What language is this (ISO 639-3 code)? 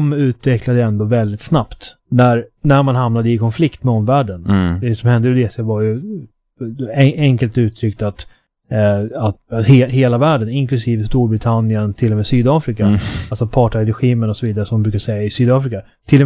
swe